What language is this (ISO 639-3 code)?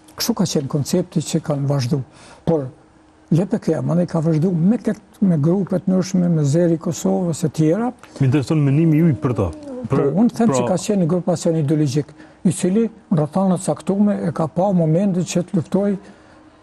sqi